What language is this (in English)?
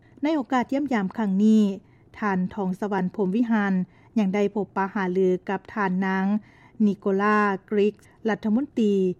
Lao